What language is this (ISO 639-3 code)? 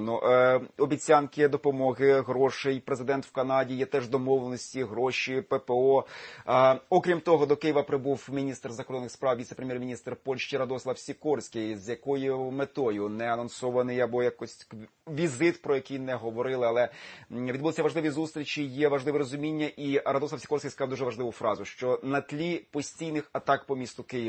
ukr